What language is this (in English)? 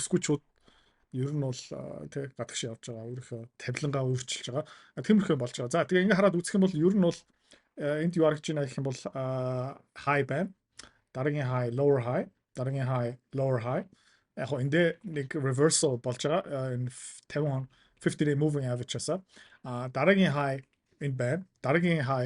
Mongolian